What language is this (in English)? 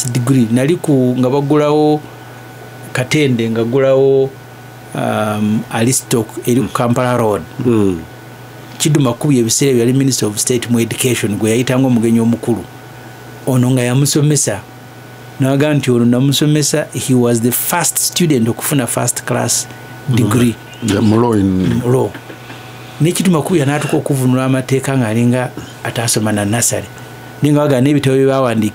Ganda